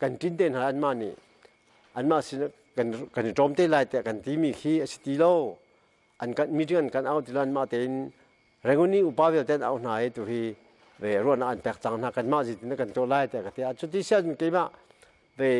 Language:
Hakha Chin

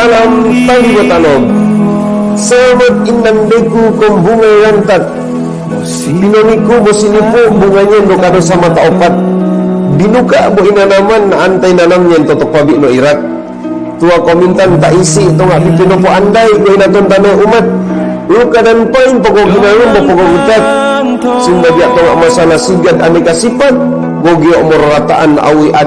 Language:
Mongondow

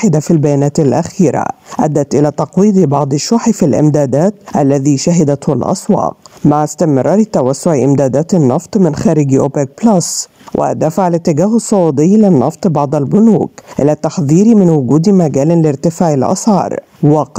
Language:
Arabic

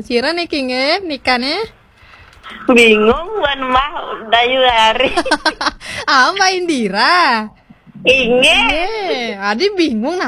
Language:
Balinese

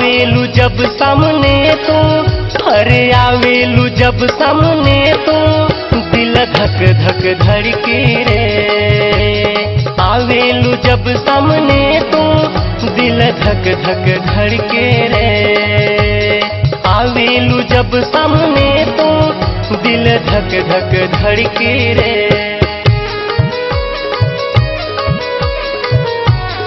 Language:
Bhojpuri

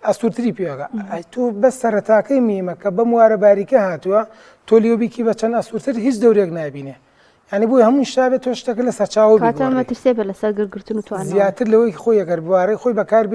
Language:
Central Kurdish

